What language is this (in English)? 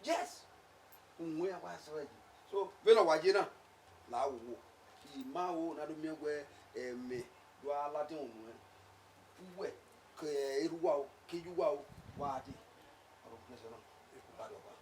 Bini